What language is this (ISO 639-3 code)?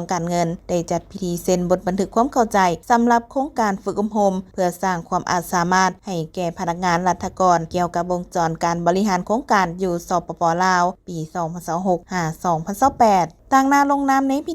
lao